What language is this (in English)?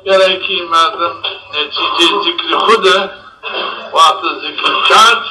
Zaza